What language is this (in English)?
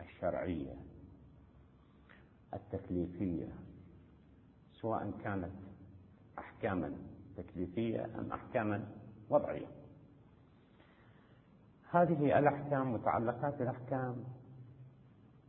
Arabic